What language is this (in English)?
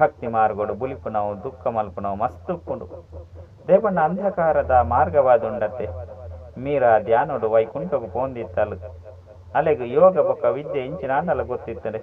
Tulu